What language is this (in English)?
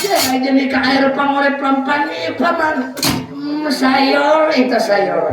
Banjar